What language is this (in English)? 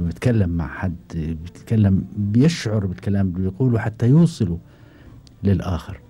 Gulf Arabic